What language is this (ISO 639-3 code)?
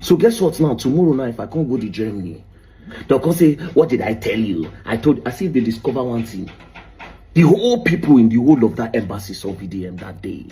pcm